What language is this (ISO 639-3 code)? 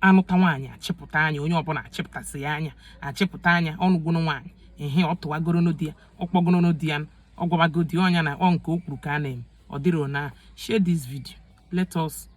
ibo